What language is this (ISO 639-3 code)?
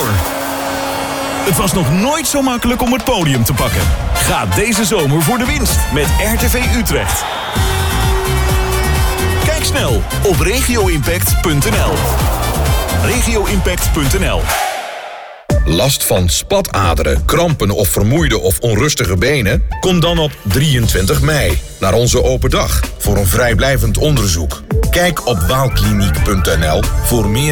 nld